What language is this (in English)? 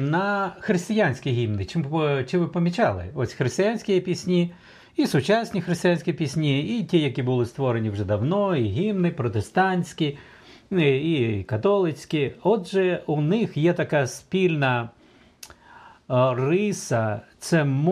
Ukrainian